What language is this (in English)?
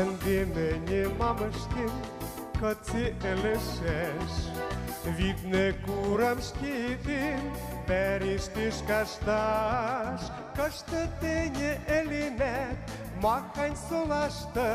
Western Mari